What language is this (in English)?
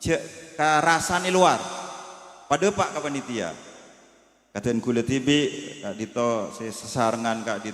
Madurese